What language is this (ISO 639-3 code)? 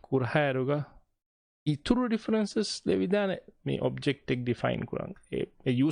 div